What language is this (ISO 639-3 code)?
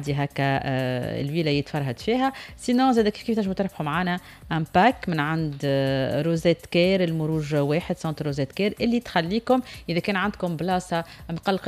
aeb